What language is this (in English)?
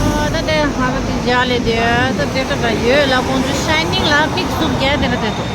Tibetan